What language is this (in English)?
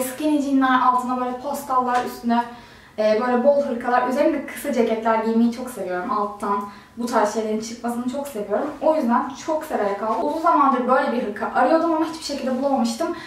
Turkish